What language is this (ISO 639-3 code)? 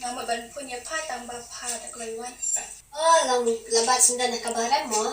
kha